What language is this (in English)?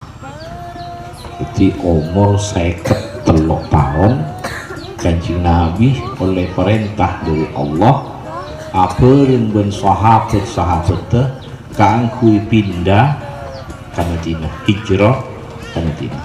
Madurese